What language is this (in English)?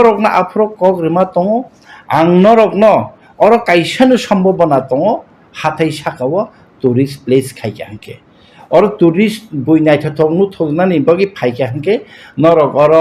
Kok Borok